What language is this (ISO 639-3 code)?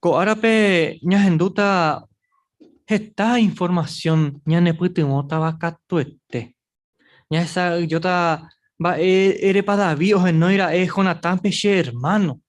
grn